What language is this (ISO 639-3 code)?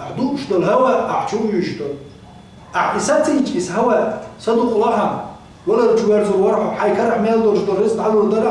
che